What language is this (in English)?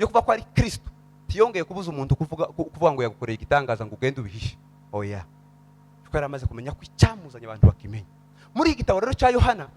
Kinyarwanda